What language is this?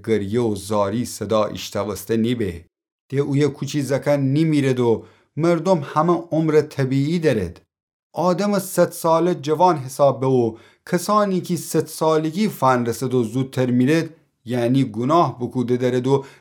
Gilaki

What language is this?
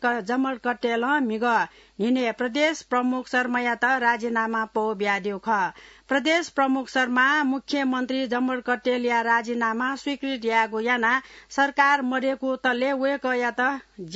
Newari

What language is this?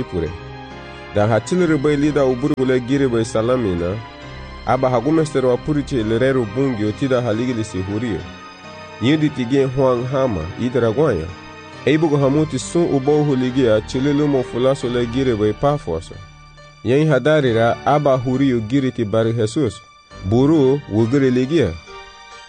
Garifuna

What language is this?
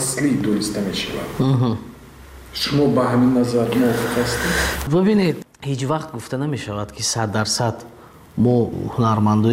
Tajik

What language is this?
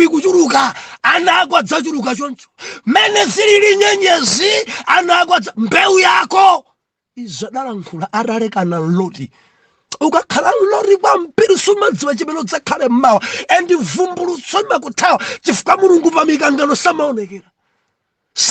Nyanja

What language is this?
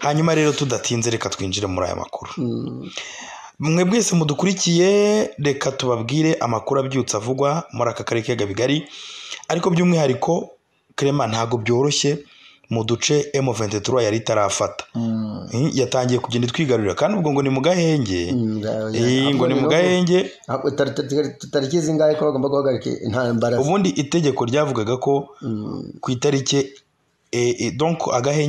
Kinyarwanda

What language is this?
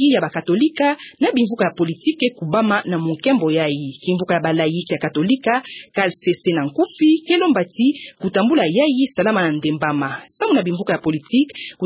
Kituba (Democratic Republic of Congo)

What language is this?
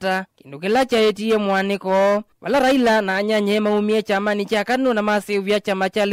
Kamba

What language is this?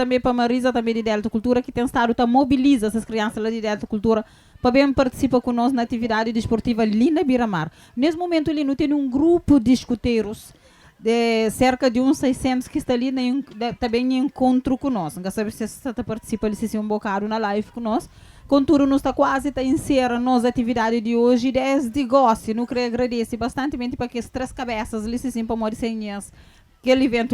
Kabuverdianu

